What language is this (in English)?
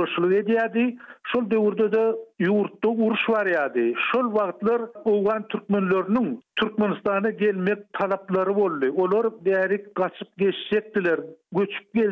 Turkmen